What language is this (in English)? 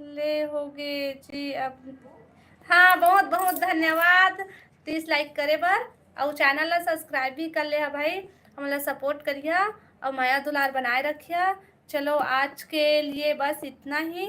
Chhattisgarhi